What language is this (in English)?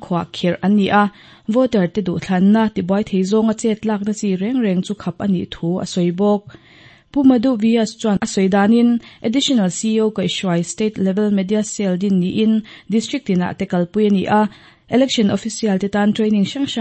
Mizo